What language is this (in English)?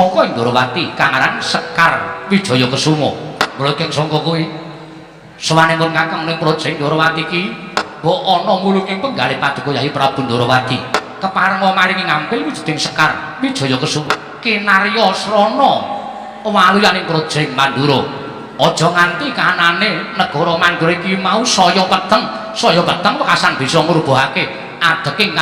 Javanese